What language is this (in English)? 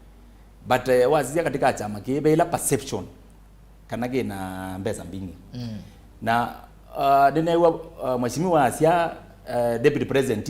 Kamba